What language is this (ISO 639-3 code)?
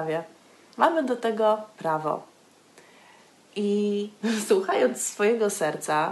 pol